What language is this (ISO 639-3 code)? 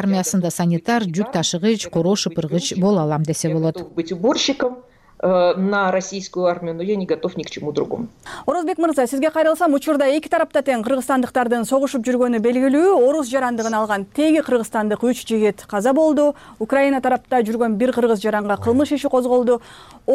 kir